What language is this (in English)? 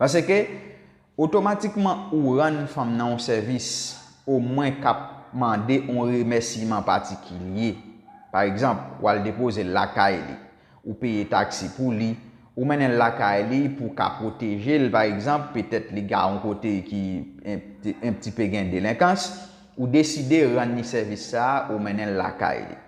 Haitian Creole